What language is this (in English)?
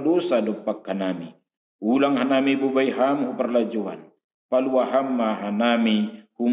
Batak Simalungun